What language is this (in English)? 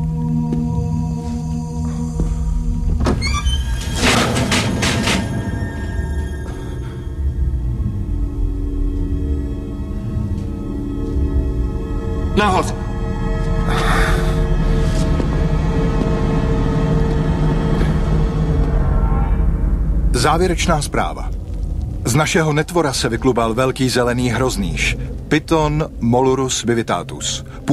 Czech